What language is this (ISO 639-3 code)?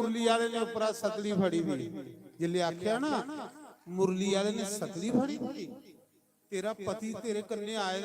doi